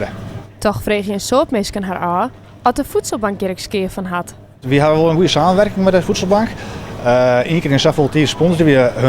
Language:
Western Frisian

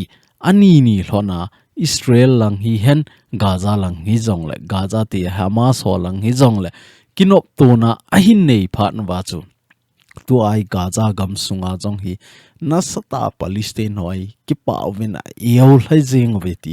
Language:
Thado Chin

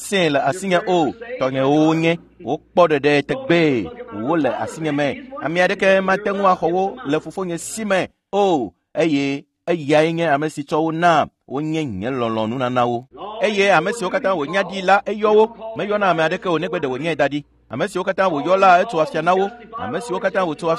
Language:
Ewe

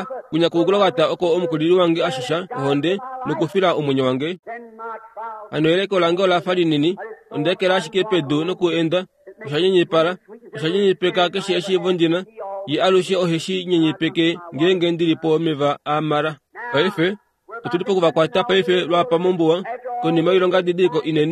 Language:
Kuanyama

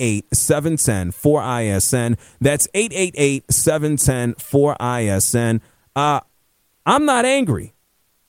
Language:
English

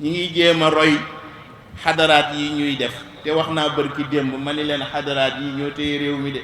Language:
Wolof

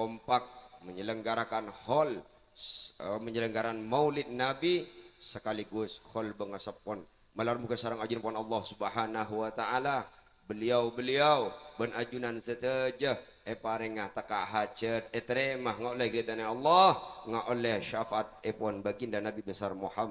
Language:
Madurese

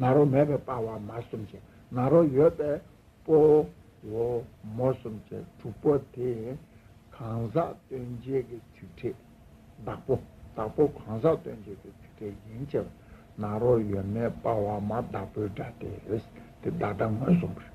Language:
Tibetan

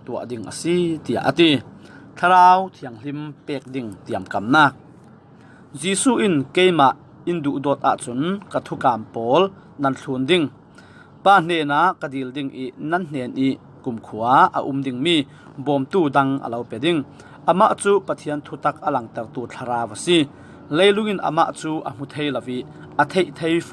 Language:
Falam Chin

